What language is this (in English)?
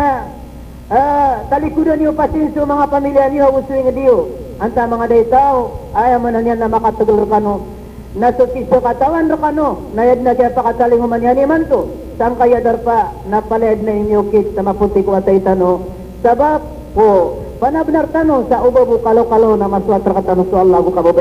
Maranao